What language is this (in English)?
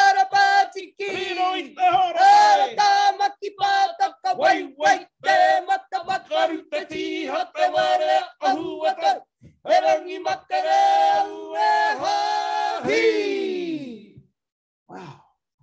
Māori